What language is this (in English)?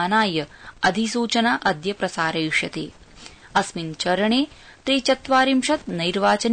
Sanskrit